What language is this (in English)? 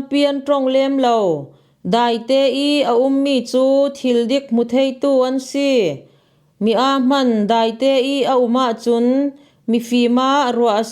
Falam Chin